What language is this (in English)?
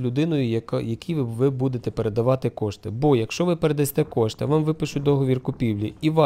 Ukrainian